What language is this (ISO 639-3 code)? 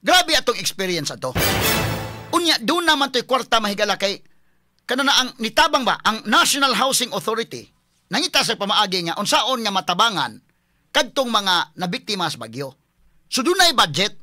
ceb